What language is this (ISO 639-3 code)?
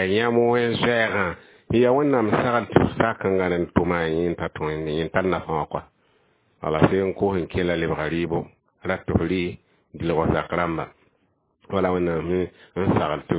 mos